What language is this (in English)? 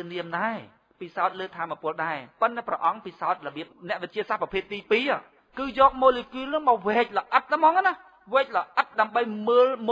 Khmer